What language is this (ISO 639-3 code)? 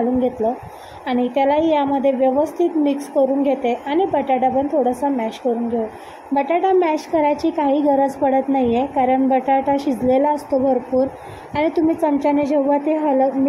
mar